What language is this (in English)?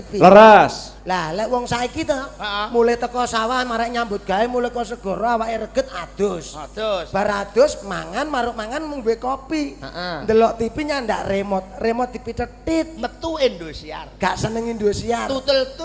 Javanese